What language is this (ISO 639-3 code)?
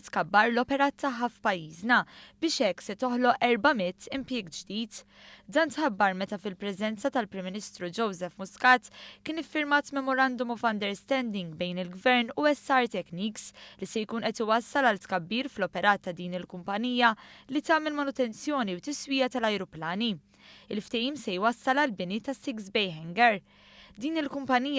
mlt